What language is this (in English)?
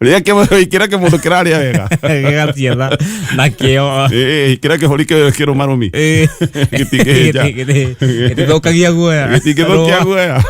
Kikuyu